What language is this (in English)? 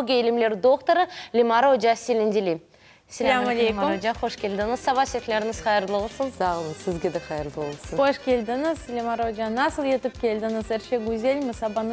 Crimean Tatar